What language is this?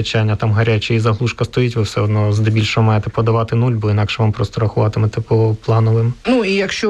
Ukrainian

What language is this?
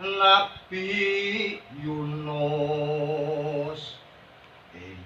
Javanese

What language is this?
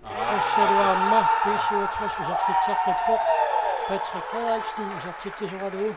Kalaallisut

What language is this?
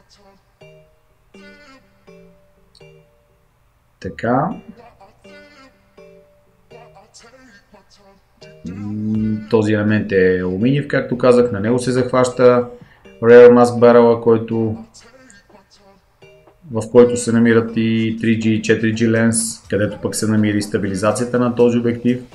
Bulgarian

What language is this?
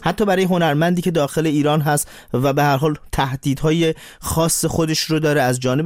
Persian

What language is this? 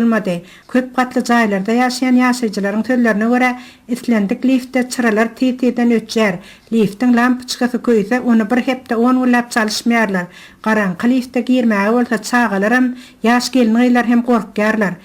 Turkmen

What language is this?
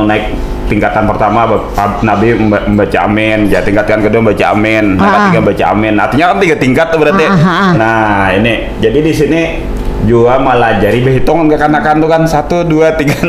Banjar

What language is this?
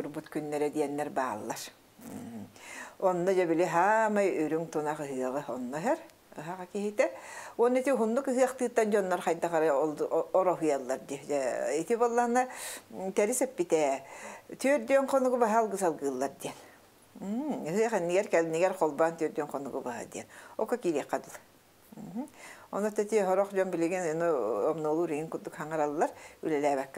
Yakut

